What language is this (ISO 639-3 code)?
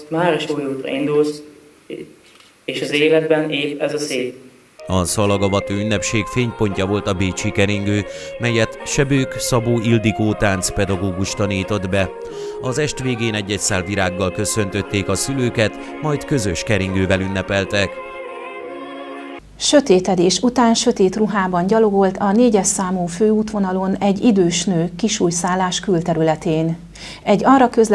hun